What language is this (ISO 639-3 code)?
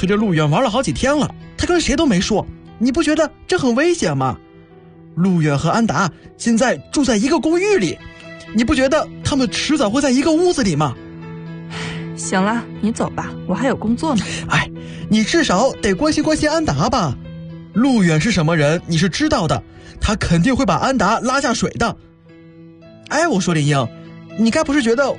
zho